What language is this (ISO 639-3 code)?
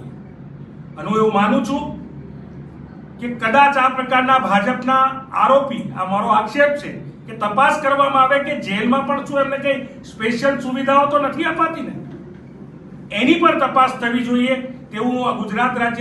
guj